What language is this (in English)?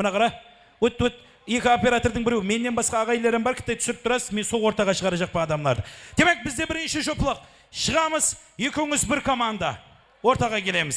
Kara-Kalpak